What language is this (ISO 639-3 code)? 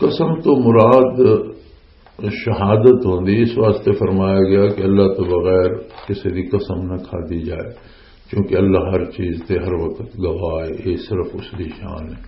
lah